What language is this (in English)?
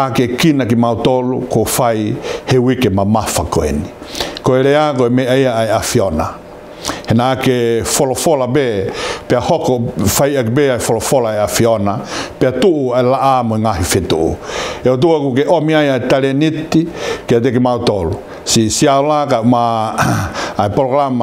Tongan